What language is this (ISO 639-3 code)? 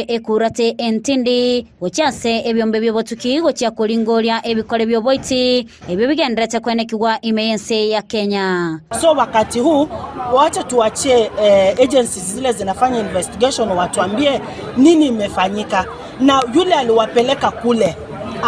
guz